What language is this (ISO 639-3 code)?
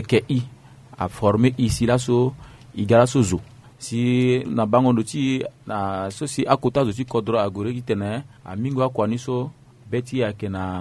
sag